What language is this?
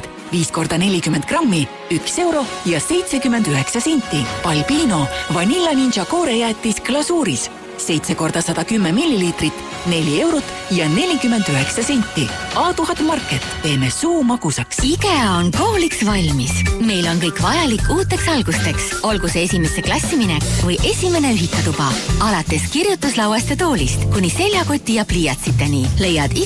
Estonian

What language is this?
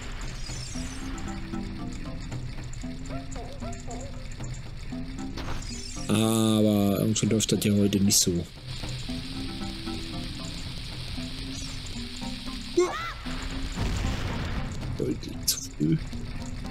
German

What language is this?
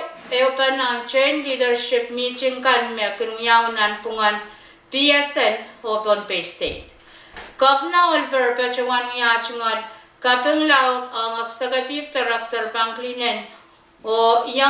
Pohnpeian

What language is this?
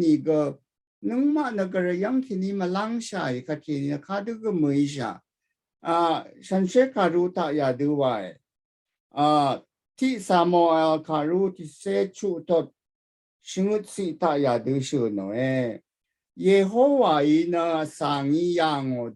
Rawang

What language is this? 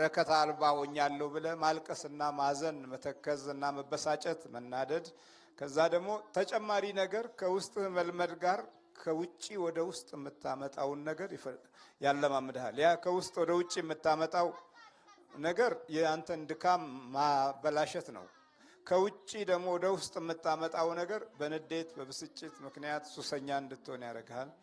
Amharic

